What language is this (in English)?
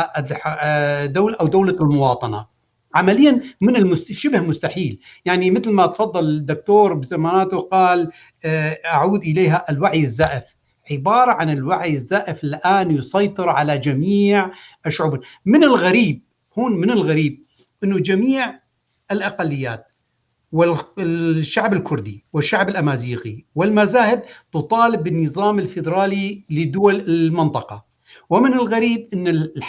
North Levantine Arabic